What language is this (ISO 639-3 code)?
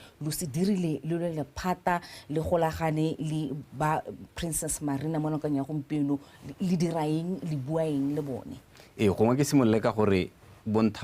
tsn